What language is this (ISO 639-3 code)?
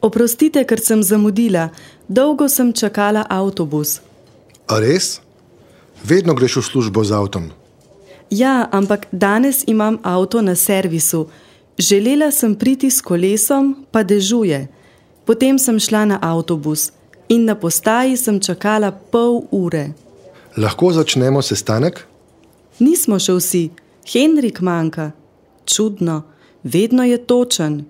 slv